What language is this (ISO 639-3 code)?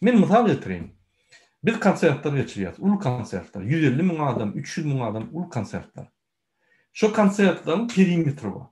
tuk